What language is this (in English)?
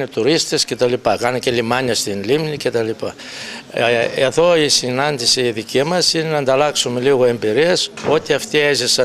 Greek